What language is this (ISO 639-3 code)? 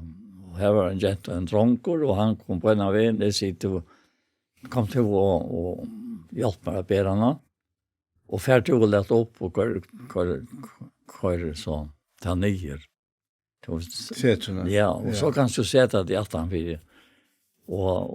fao